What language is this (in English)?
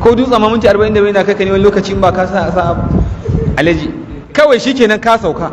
Hausa